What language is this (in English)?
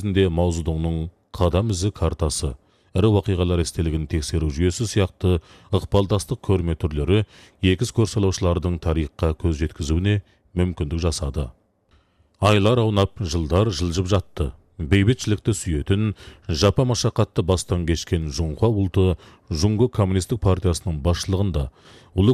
Kazakh